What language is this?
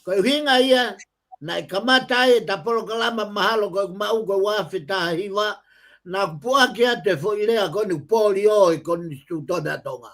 Tongan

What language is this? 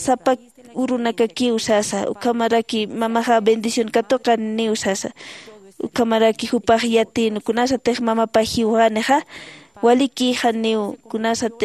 Aymara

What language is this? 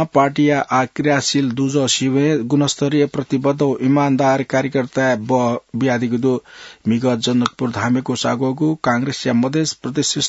Newari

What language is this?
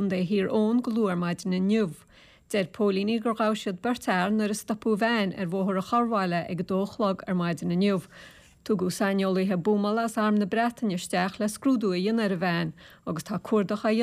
Irish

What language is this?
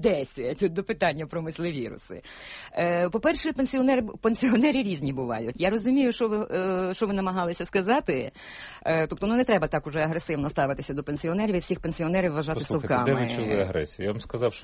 Ukrainian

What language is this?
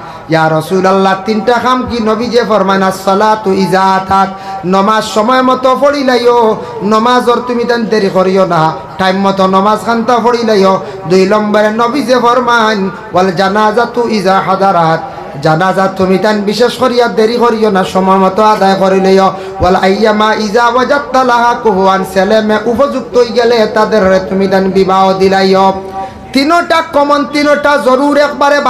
Sylheti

